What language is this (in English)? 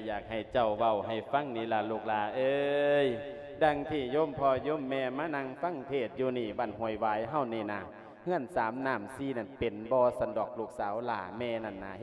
Lao